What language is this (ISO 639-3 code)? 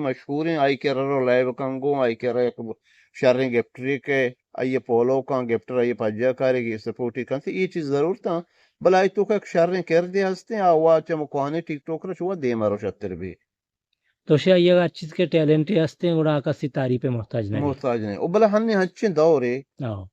bgp